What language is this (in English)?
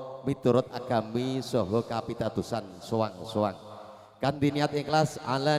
Javanese